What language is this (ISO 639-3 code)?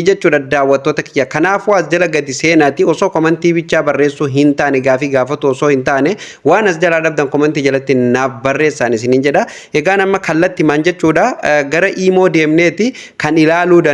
orm